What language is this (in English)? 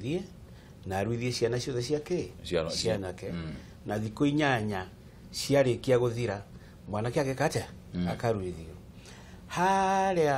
Kikuyu